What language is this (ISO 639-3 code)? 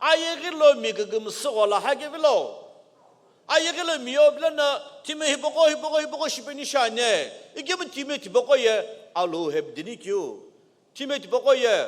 nsm